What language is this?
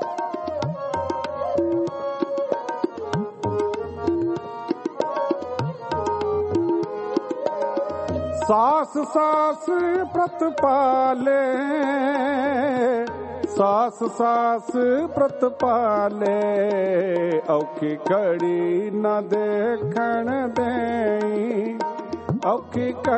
Punjabi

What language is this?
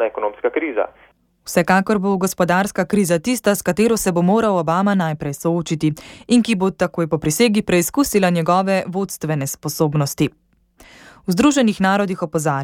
Slovenian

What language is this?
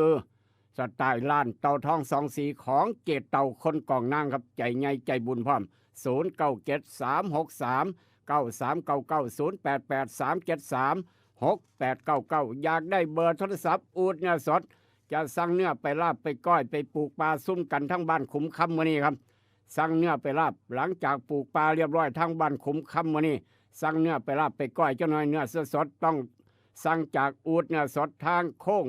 Northeastern Thai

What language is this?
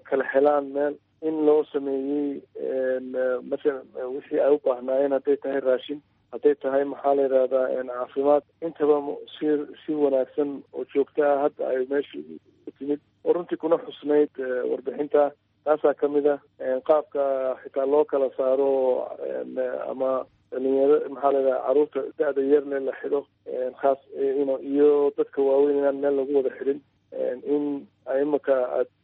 Somali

